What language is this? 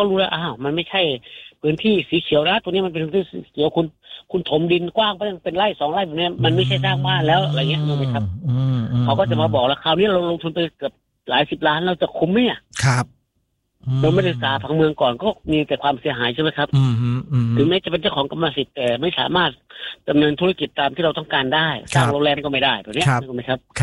Thai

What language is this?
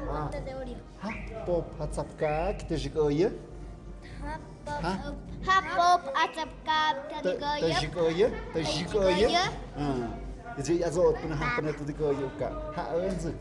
Tlahuitoltepec Mixe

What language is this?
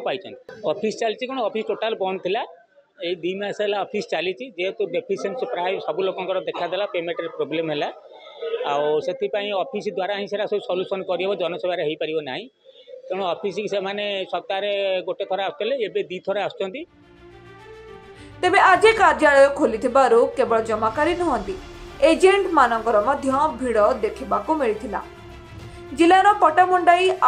Odia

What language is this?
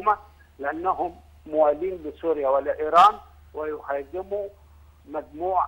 Egyptian Arabic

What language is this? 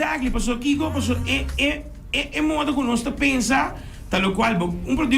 Papiamento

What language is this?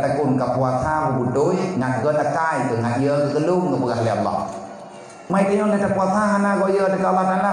Achinese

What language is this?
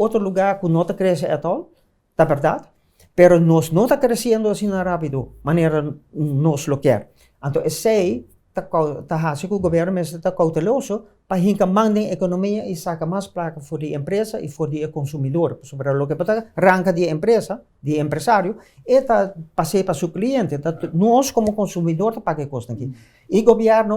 Papiamento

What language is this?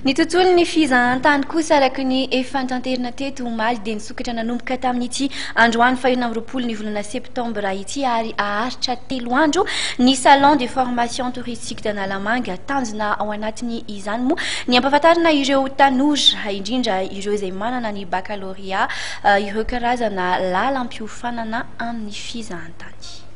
Malagasy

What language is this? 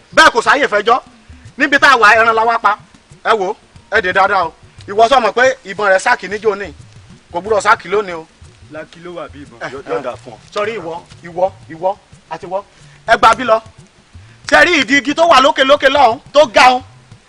Yoruba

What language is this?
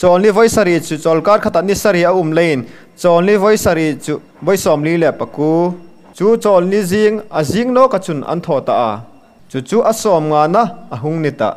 Hmar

